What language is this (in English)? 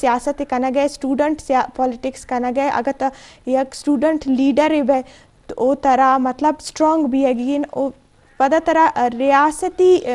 Eastern Balochi